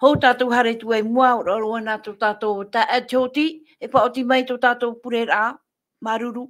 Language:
Tahitian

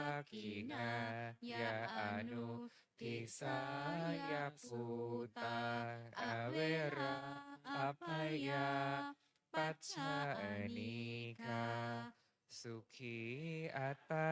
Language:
Pali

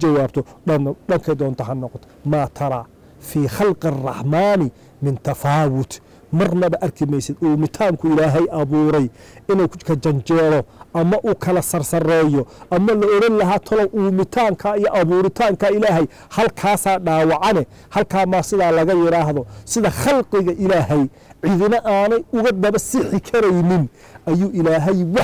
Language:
Somali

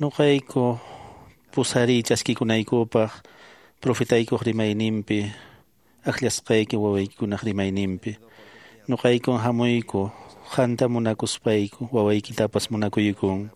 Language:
Quechua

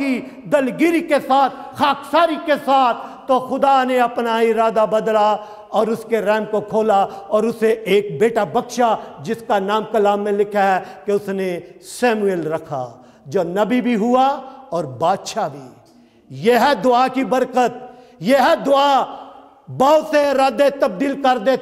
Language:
Urdu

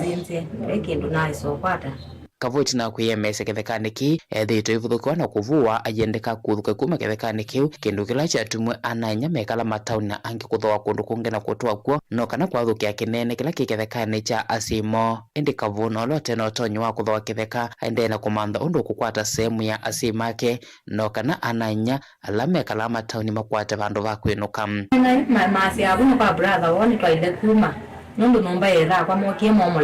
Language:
Kamba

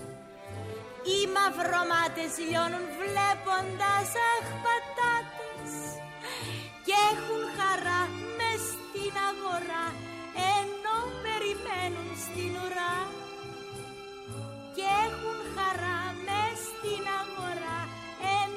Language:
Greek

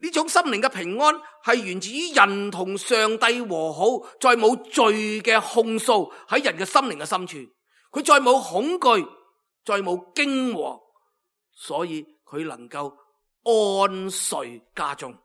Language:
Cantonese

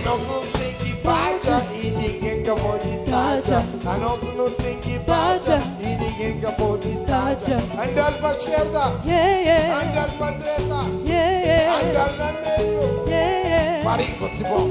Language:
Kabuverdianu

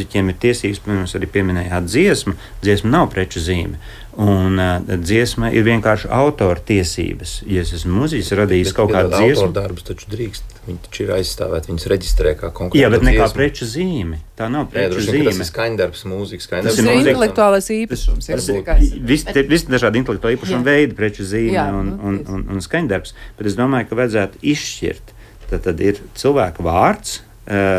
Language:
Latvian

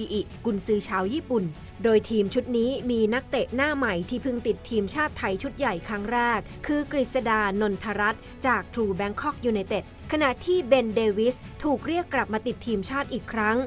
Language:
Thai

